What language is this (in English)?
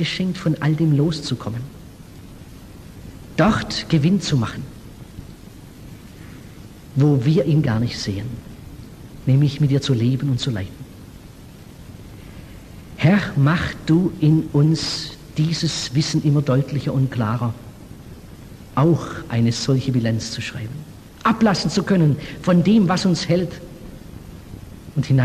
German